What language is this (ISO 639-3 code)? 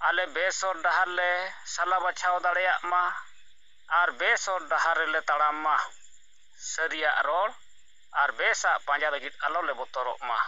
sat